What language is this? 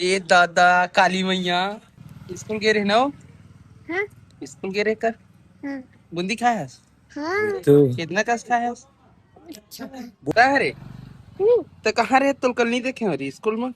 Chhattisgarhi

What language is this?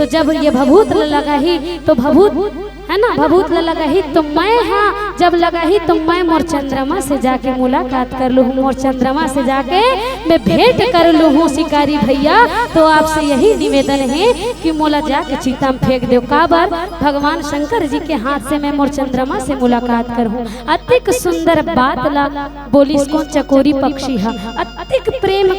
Chhattisgarhi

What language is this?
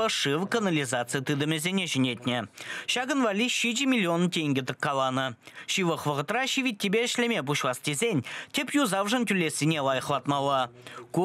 Chuvash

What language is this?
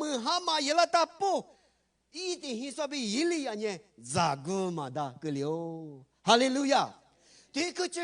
Lisu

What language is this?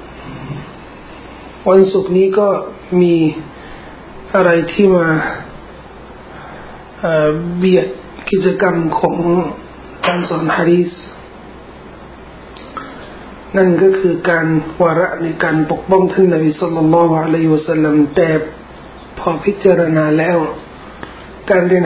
Thai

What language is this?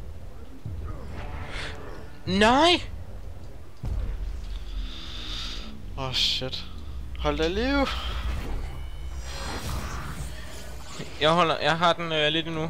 Danish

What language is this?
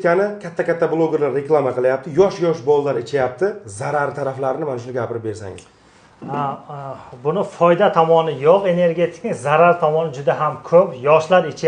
Uzbek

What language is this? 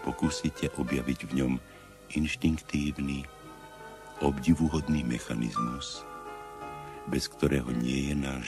Slovak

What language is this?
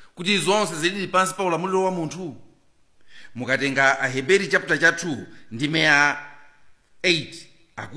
Nyanja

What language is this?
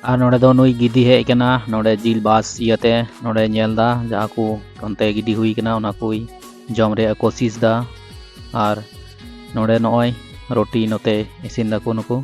Santali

